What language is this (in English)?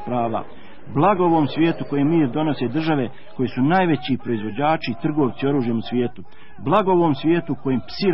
Bosnian